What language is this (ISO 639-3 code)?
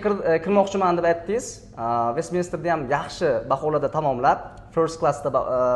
uzb